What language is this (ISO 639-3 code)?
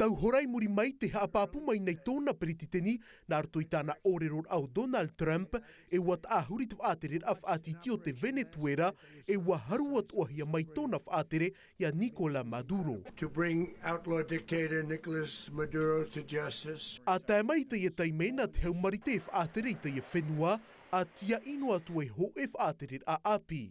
tah